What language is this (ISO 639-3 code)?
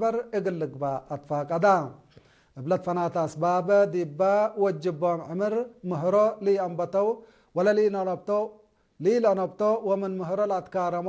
tig